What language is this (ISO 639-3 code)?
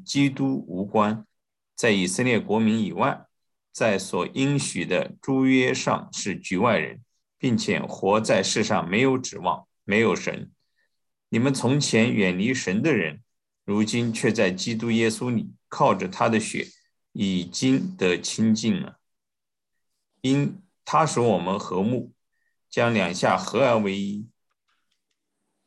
zho